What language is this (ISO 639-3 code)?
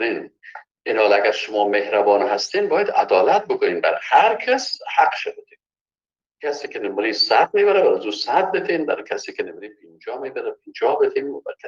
fas